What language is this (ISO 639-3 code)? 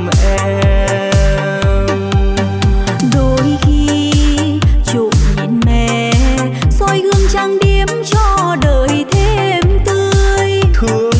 vie